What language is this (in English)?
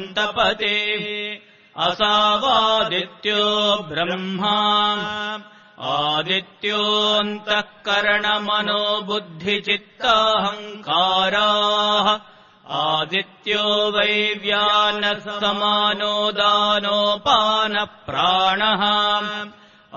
Sanskrit